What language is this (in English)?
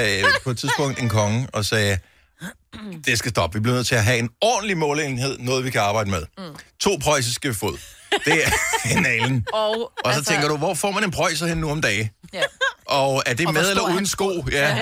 Danish